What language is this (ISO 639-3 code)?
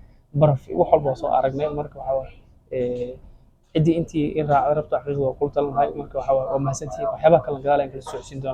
som